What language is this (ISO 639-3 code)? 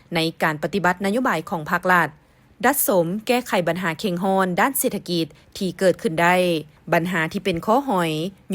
lao